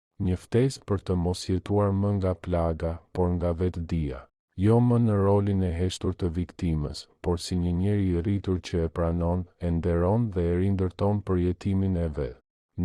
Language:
Albanian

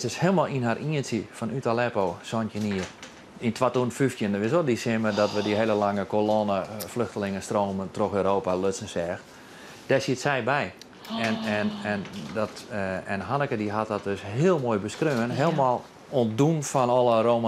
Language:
Western Frisian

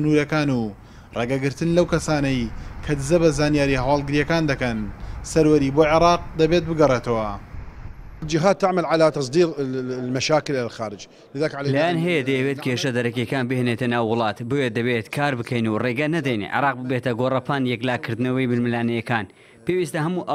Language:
Central Kurdish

